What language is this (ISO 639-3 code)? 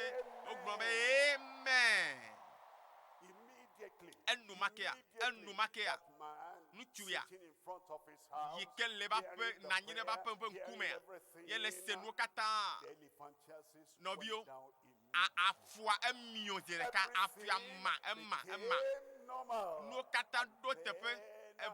ewe